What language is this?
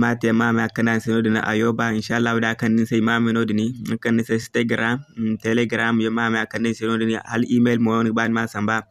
Zarma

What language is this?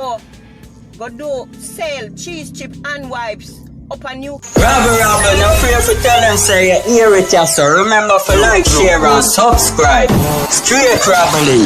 Jamaican Creole English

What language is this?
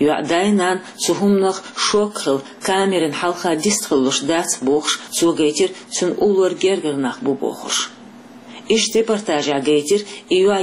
Chechen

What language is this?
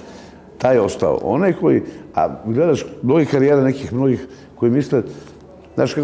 Serbian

